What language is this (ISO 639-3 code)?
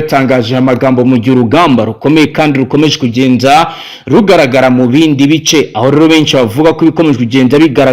kin